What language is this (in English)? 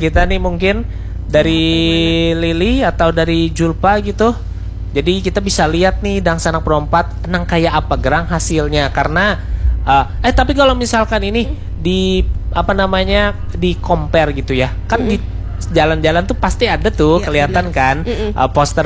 Indonesian